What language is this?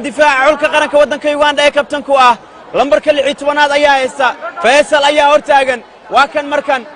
Somali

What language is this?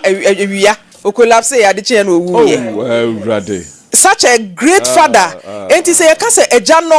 Akan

